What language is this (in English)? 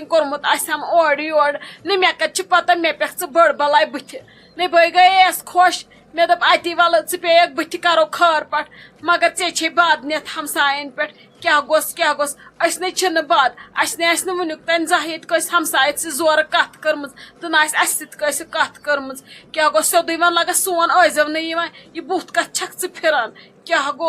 Kashmiri